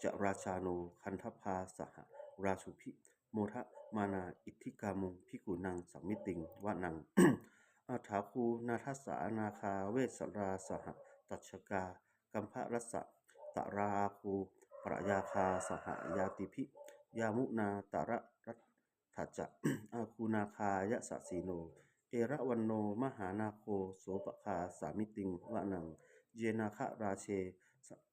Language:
Pali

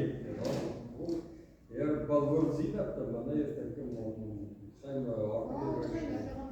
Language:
Ossetic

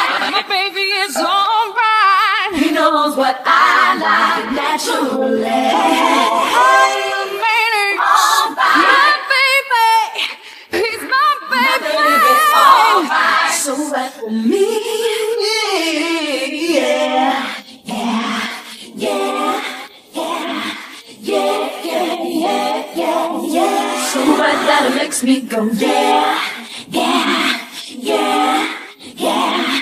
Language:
English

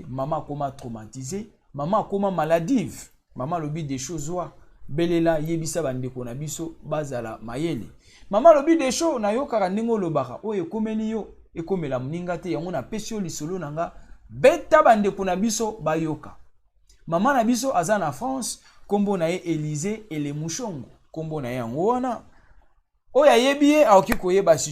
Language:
Lingala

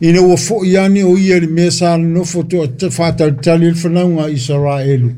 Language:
Samoan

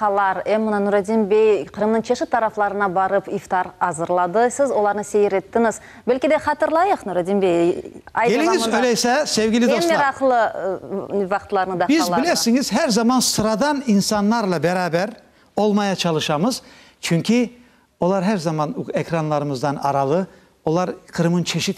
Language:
Crimean Tatar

